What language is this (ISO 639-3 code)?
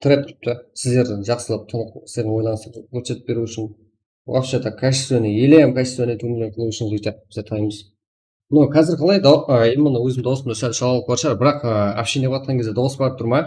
kaa